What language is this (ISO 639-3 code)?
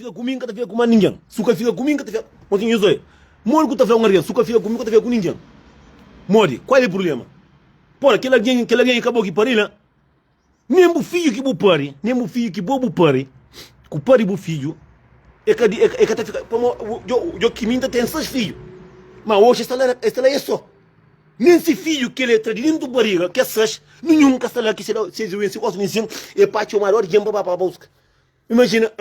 kea